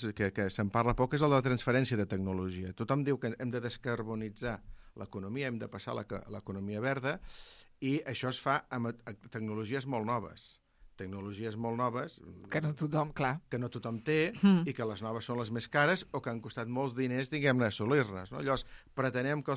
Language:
Catalan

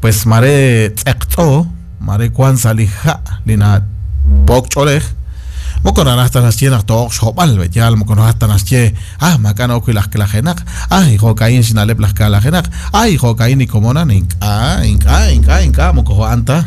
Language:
Kekchí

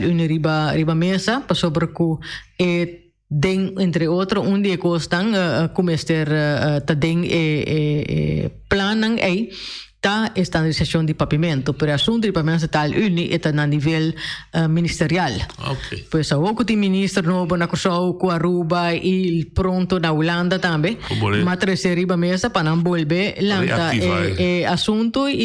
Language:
Papiamento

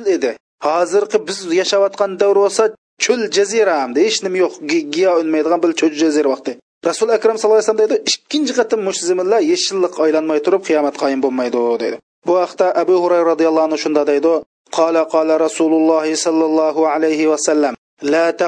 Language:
Uyghur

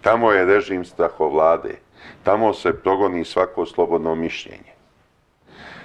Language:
Serbian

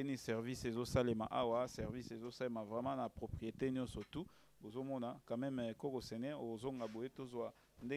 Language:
Lingala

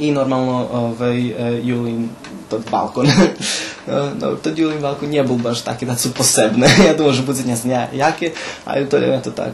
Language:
Rusyn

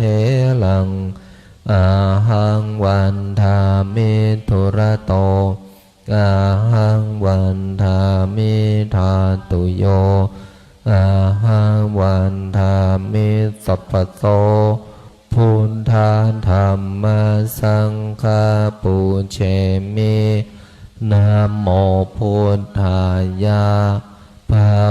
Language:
Pali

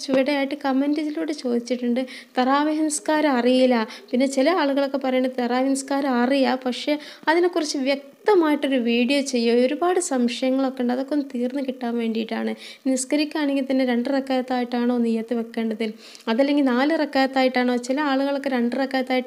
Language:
Malayalam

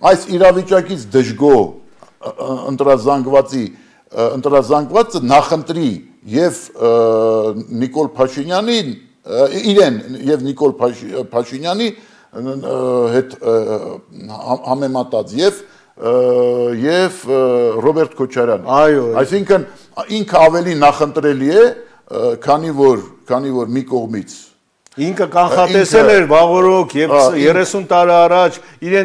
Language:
Armenian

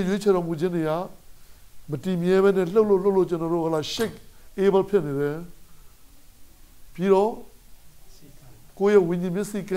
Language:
Burmese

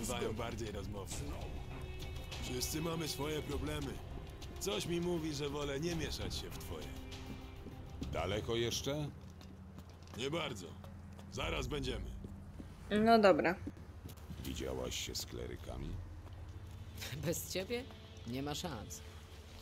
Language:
Polish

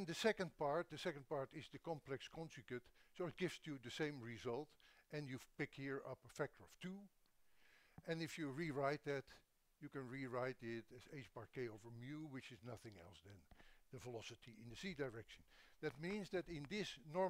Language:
English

